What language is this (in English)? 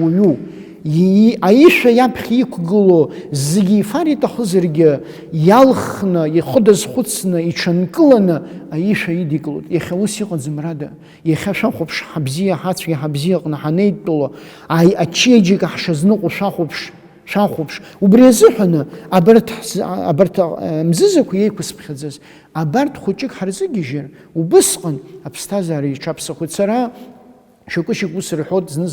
Abkhazian